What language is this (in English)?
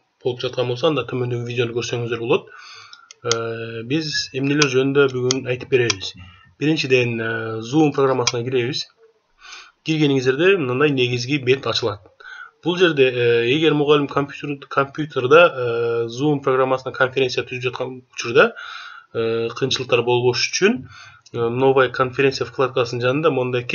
Kyrgyz